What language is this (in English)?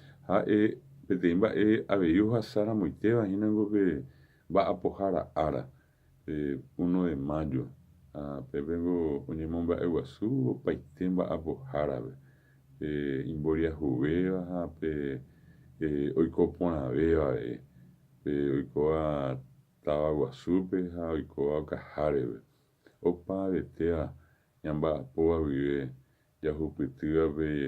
Guarani